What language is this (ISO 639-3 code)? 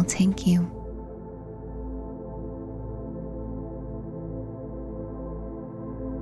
eng